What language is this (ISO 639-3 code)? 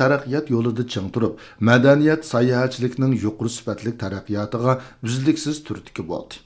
uig